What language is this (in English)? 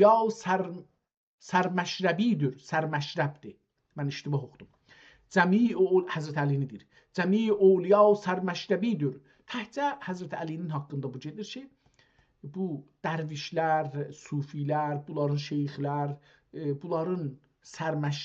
South Azerbaijani